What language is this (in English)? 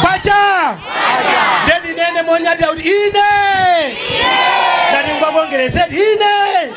Nyanja